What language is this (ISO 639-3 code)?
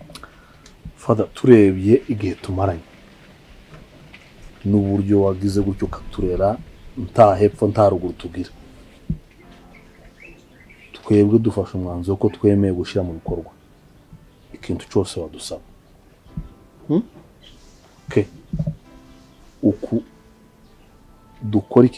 kin